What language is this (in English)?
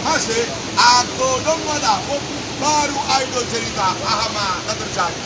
Batak Simalungun